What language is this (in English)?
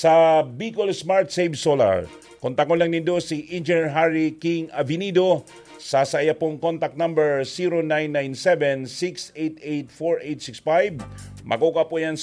Bikol